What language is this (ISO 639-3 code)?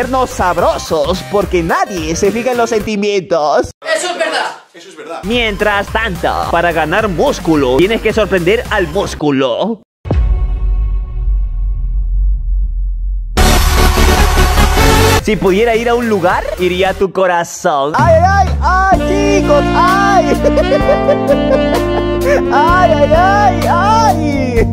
spa